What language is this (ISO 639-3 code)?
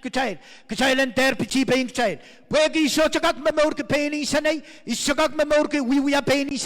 pon